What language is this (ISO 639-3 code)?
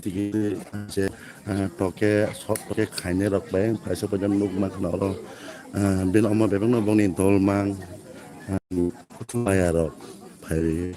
trp